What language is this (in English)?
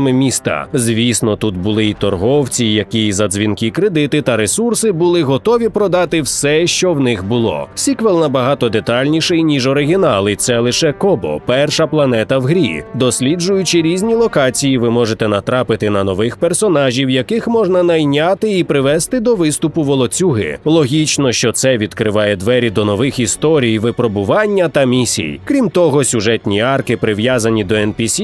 Ukrainian